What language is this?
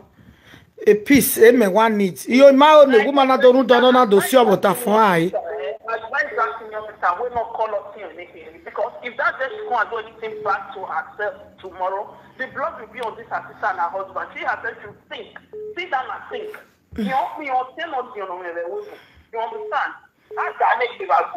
Nigerian Pidgin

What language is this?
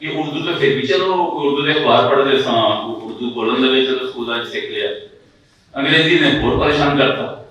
Western Panjabi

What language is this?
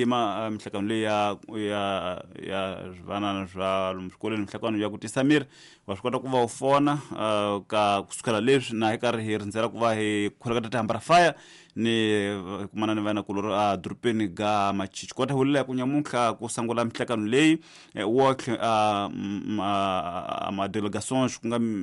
Tsonga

